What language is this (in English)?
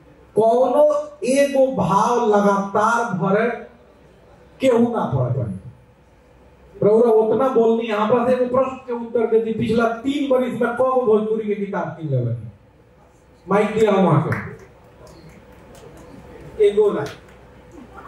Bhojpuri